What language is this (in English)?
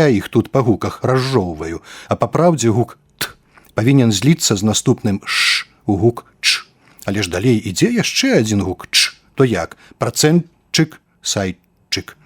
Belarusian